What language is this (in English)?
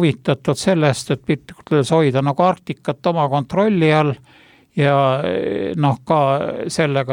Estonian